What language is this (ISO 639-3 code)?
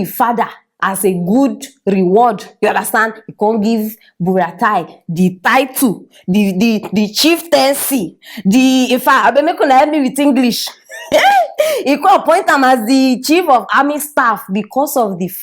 pcm